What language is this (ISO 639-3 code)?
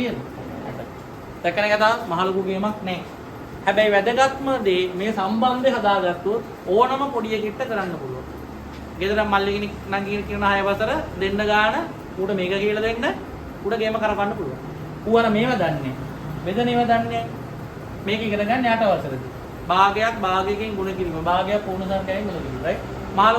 sin